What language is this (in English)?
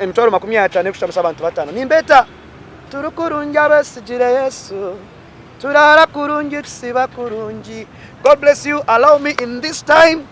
Nyankole